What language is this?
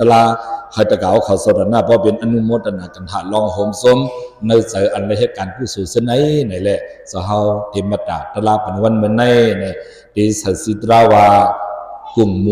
Shan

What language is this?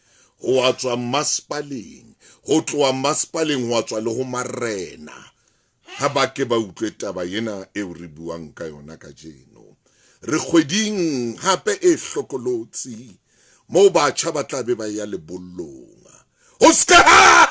Southern Sotho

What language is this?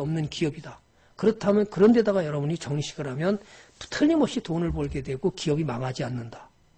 Korean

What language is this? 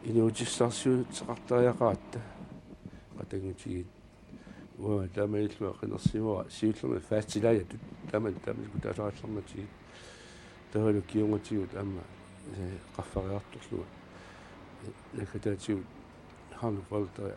Kalaallisut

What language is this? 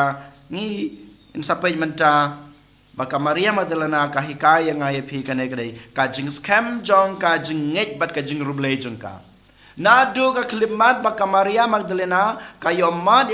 Khasi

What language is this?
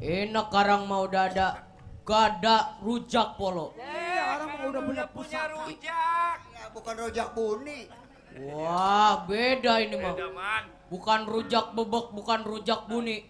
Betawi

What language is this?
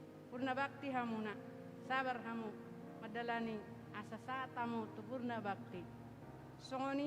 Batak Toba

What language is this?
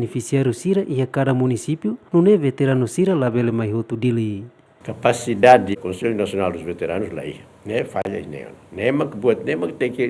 Tetum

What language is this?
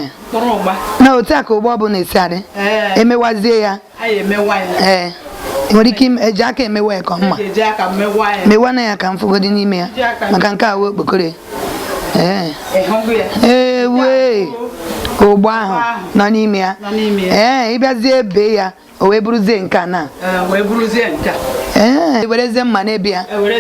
Igbo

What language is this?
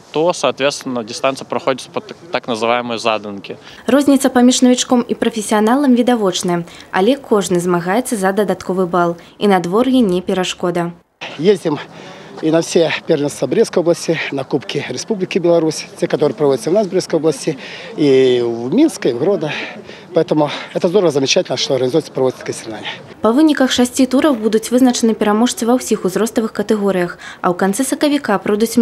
Belarusian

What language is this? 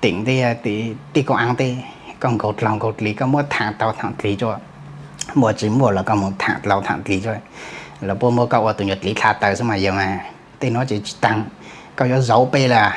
Hmong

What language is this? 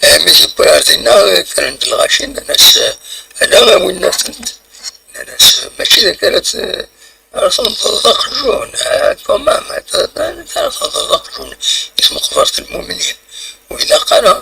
Kabyle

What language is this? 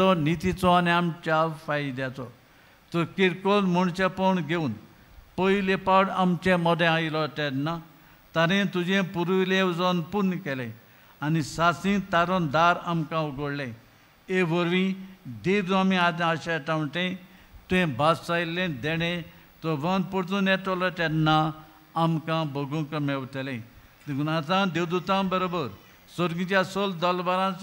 Konkani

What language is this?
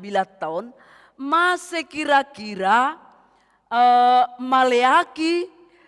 Batak Simalungun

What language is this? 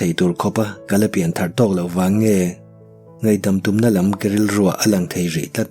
Mizo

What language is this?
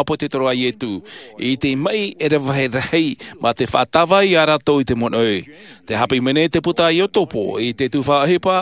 Tahitian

